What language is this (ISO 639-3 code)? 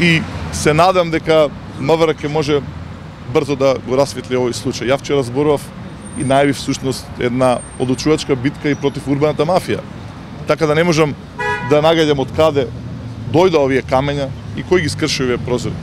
mkd